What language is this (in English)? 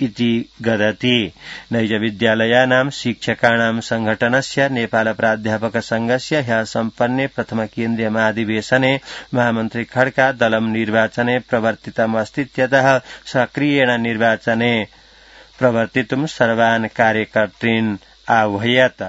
Sanskrit